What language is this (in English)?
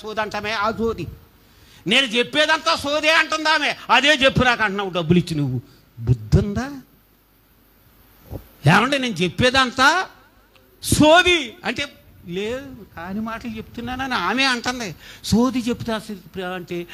Telugu